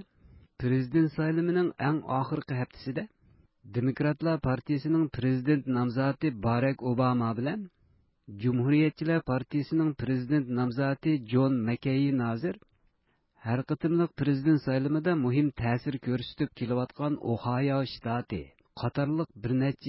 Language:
Uyghur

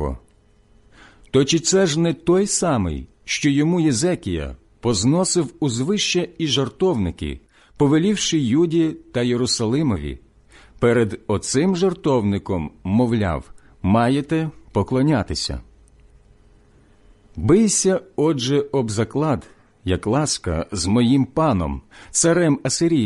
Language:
Ukrainian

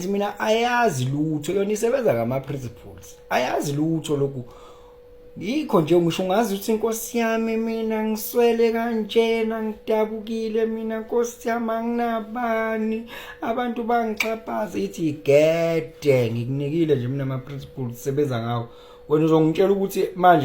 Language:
Zulu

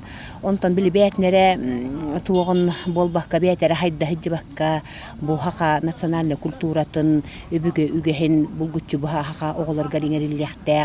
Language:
Yakut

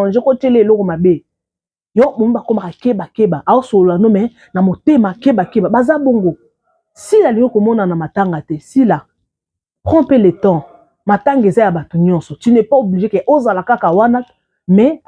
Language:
Lingala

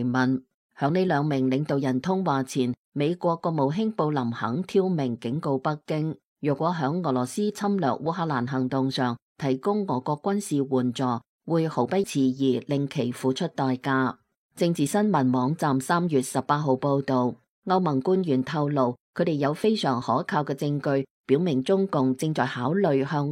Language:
Cantonese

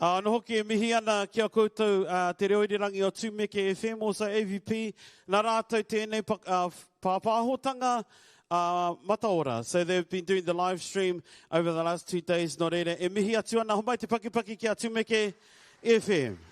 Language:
Māori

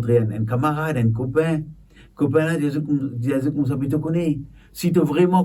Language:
Morisyen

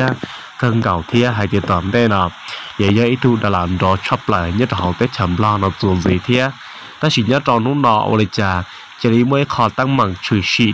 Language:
Hmong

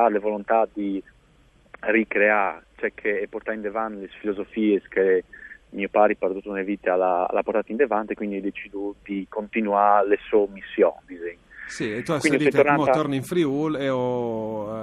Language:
Friulian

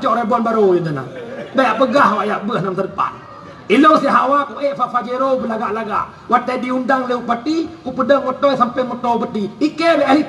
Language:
Achinese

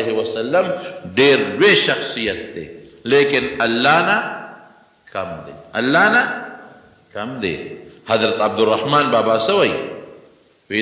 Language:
Pashto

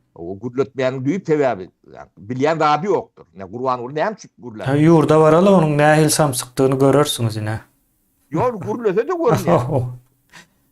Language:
Turkmen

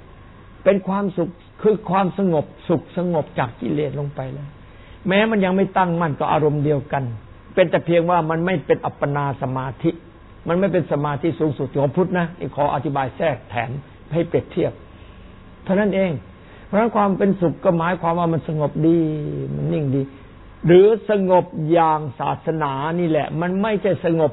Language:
Thai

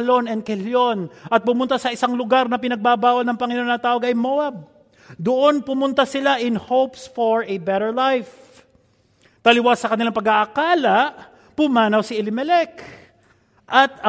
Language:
Filipino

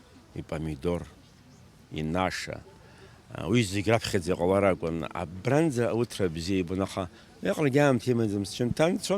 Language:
Abkhazian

